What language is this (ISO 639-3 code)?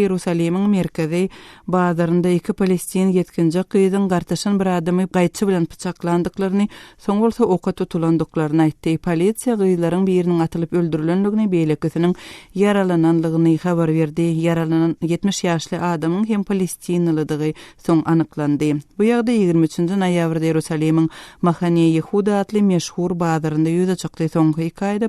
tuk